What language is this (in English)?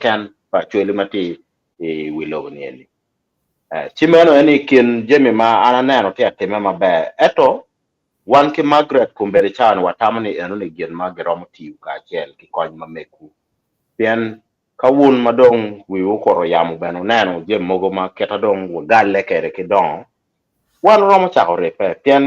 Acoli